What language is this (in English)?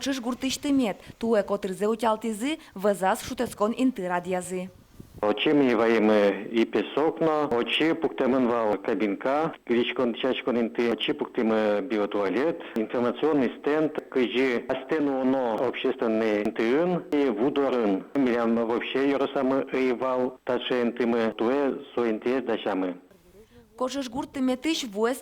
Udmurt